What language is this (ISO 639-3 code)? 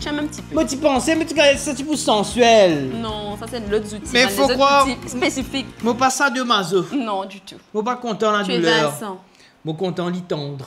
mfe